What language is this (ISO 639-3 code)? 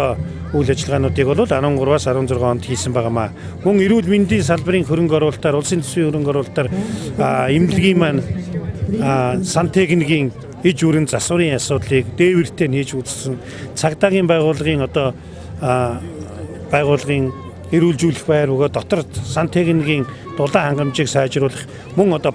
mon